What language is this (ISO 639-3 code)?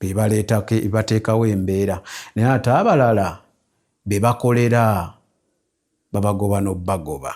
lug